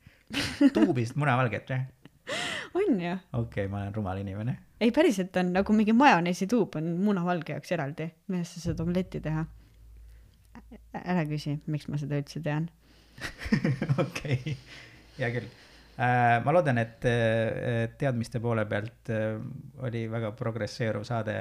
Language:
Estonian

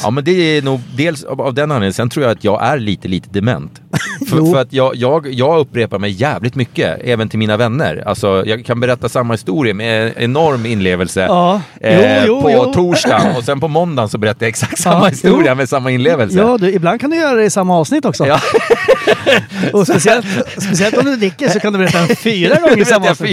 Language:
Swedish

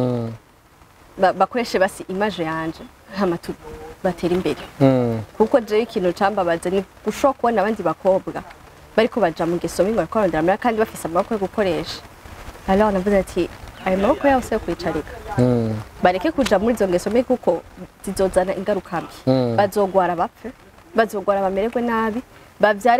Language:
Rundi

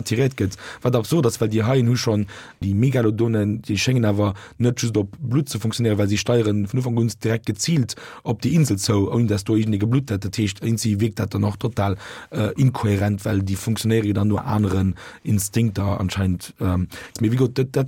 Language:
Luxembourgish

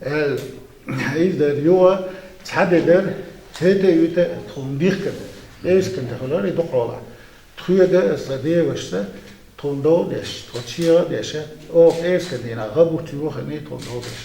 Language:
Chechen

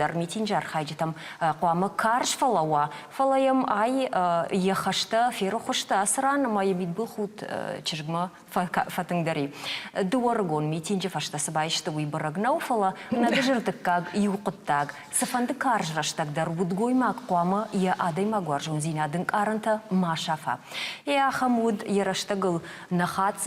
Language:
Ossetic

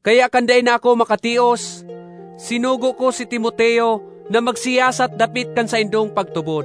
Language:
Bikol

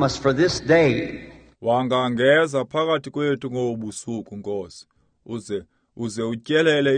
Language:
Xhosa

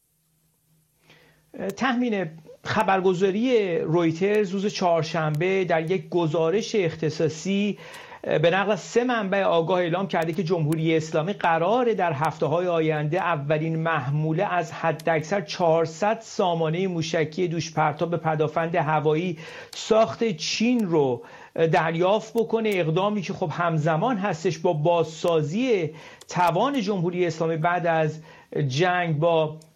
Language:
Persian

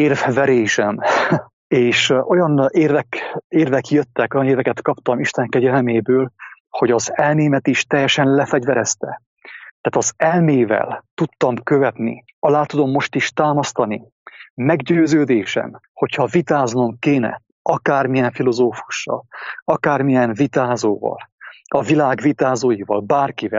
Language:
Hungarian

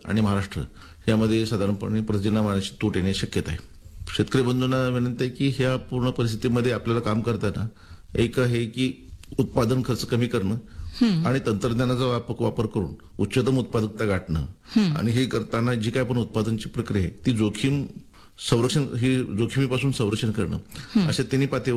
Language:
Marathi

